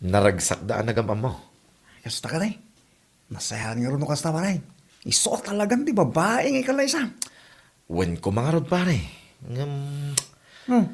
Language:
Iloko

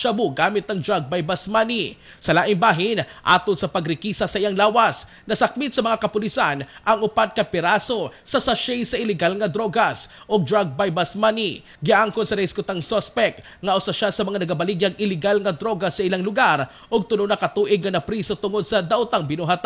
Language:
Cebuano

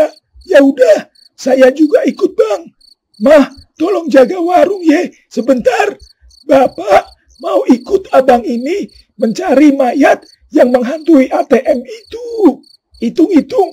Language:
Betawi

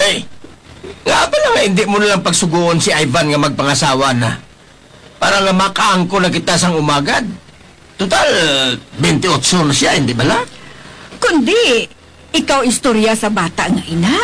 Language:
Hiligaynon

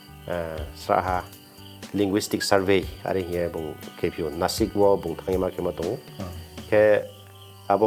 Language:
Riang (India)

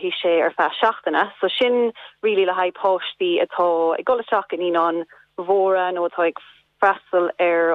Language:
Irish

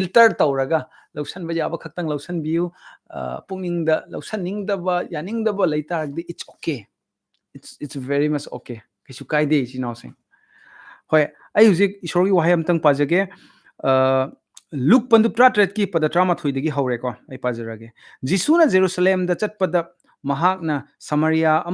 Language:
Manipuri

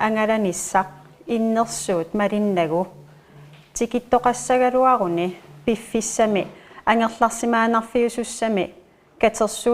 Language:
Kalaallisut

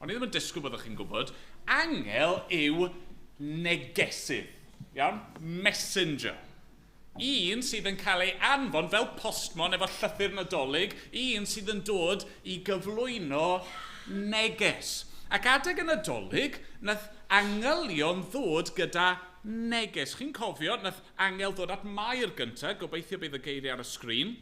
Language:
Welsh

